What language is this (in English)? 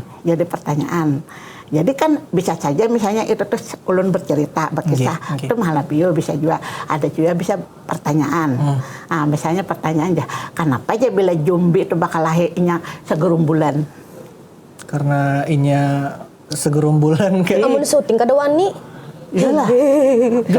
Banjar